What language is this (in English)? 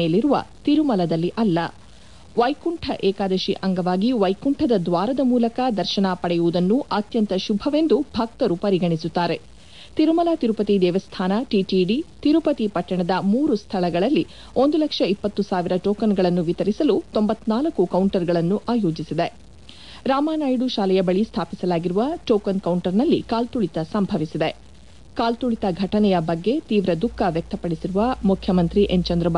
Kannada